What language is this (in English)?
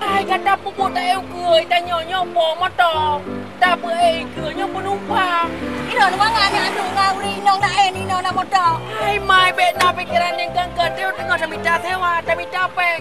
Achinese